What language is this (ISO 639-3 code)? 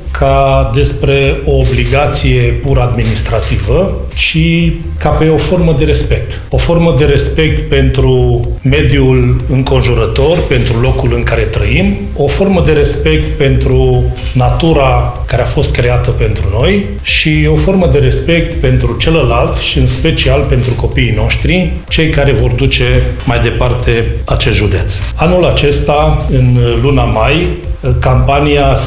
ron